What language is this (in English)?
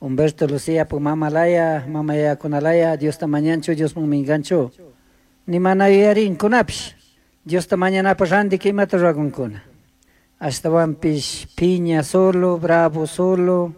Chimborazo Highland Quichua